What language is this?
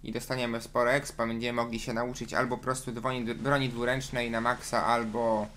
Polish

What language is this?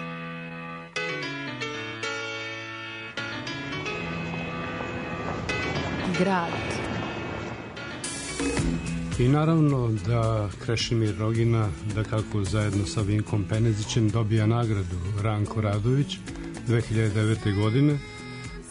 Croatian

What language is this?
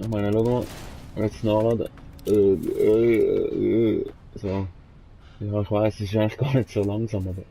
Swiss German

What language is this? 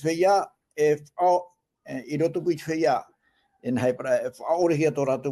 Tahitian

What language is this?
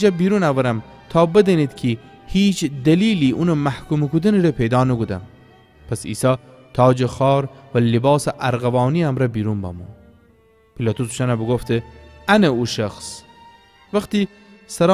Gilaki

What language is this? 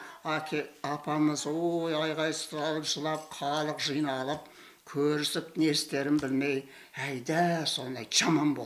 Kazakh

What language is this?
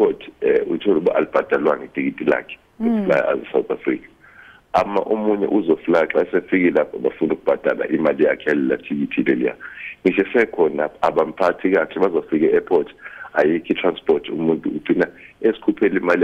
Zulu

